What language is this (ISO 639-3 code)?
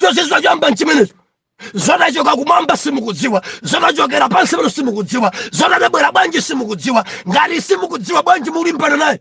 nya